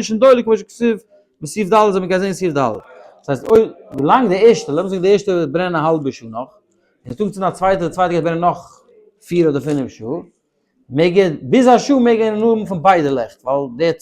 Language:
Yiddish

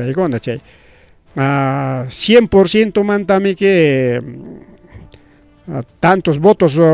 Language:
Ayacucho Quechua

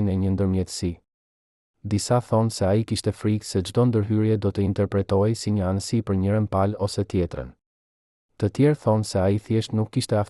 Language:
Albanian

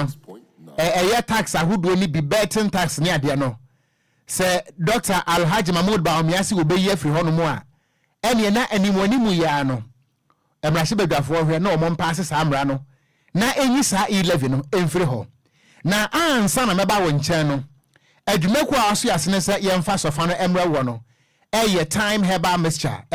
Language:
Akan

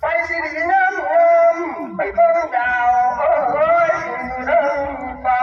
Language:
Northeastern Thai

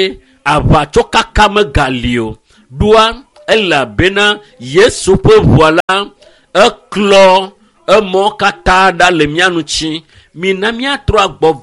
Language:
Ewe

